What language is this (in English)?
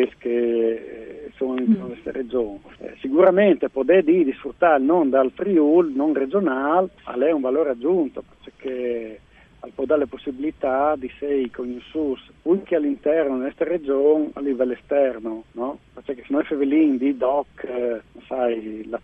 Friulian